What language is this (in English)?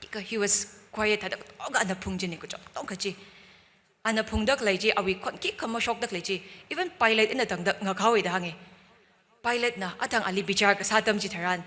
Tangkhul Naga (India)